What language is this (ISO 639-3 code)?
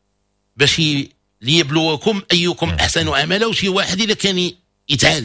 ary